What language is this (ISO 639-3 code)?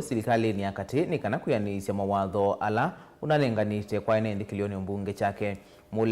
kam